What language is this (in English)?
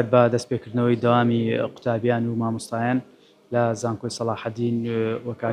Central Kurdish